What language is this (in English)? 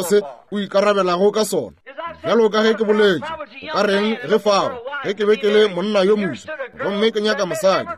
Northern Sotho